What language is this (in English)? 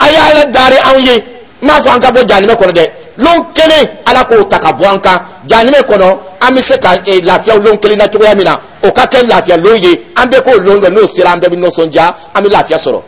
Dyula